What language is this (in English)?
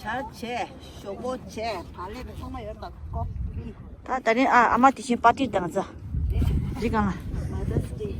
Tibetan